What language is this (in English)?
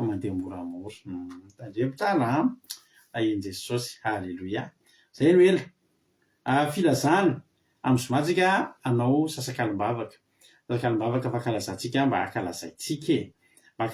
Malagasy